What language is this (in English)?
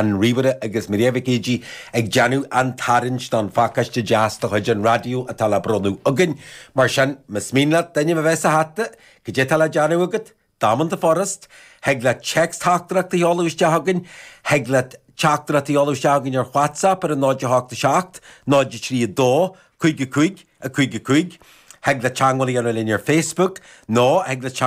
Irish